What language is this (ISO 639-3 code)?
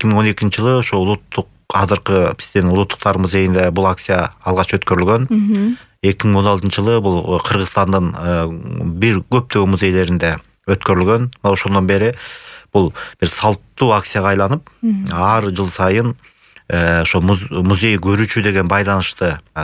kir